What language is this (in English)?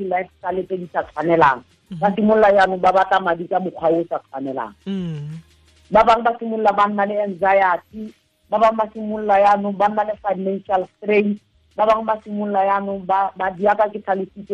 Tswana